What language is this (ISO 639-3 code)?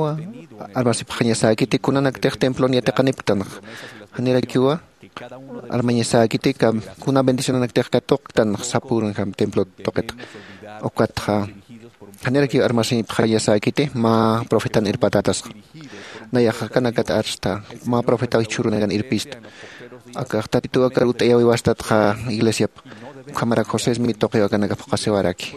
aym